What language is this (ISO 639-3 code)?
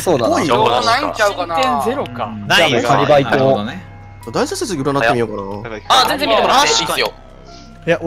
jpn